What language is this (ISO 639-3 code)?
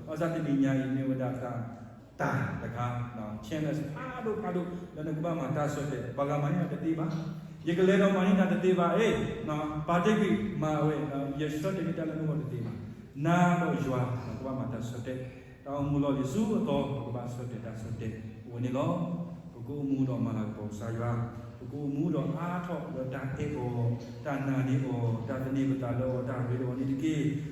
ksw